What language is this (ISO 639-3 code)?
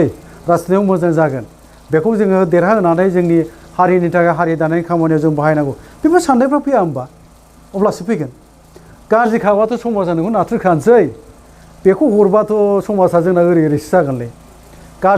brx